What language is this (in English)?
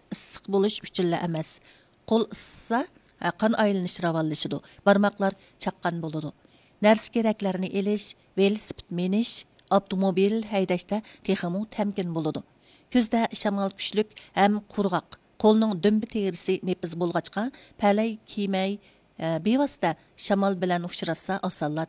Uyghur